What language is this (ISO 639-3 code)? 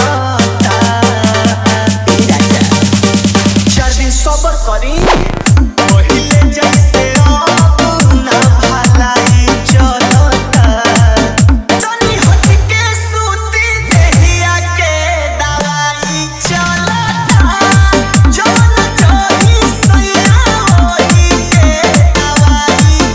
bho